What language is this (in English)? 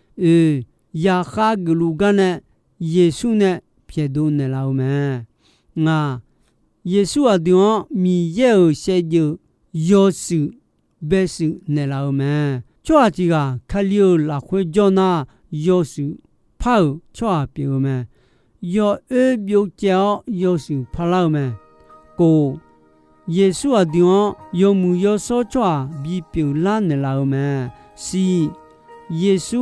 Akha